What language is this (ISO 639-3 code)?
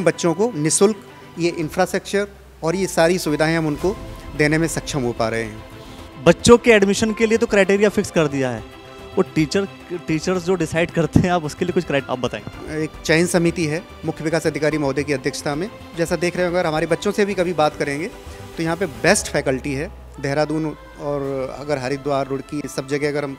hin